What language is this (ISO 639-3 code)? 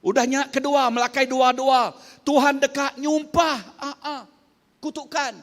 iba